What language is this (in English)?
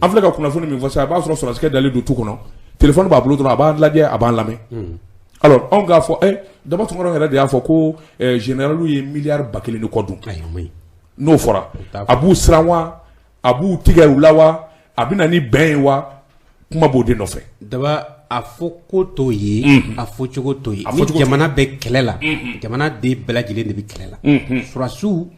Bambara